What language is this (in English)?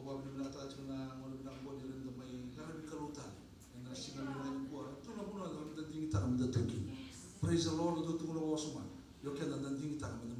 Fijian